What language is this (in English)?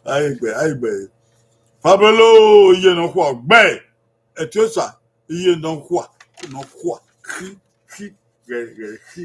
Bini